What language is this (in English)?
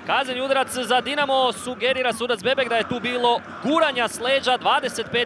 Croatian